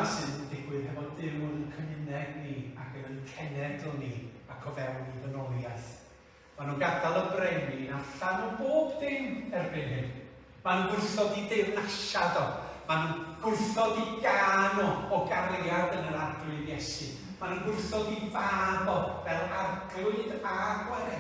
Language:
Welsh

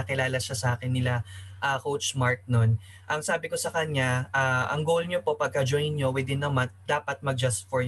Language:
Filipino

